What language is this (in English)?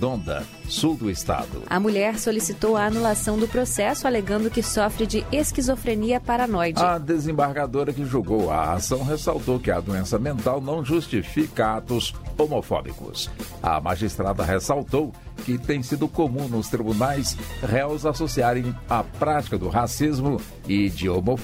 Portuguese